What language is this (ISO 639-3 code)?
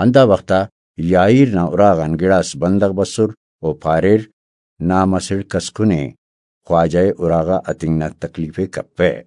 brh